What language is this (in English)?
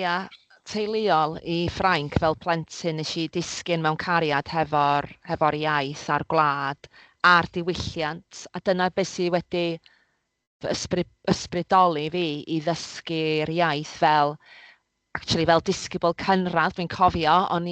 Welsh